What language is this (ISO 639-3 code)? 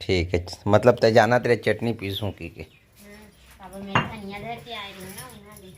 hne